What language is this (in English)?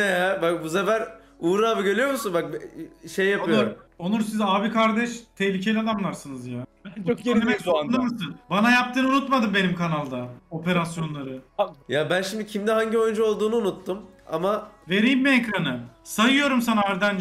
Turkish